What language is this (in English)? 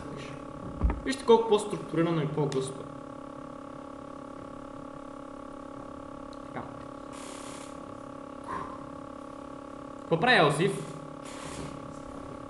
Bulgarian